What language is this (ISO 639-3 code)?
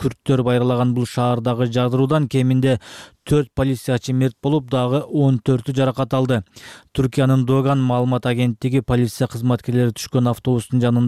kir